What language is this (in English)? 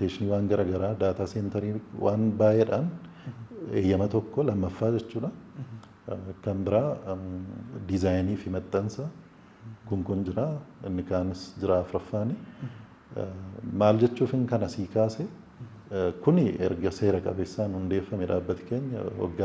Oromo